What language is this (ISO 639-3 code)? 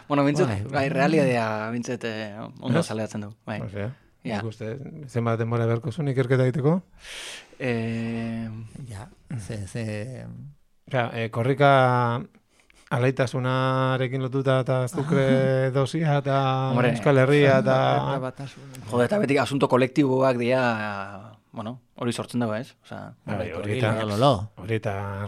eus